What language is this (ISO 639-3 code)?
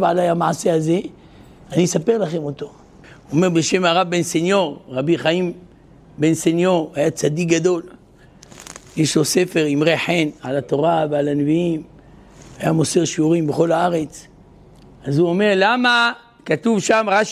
heb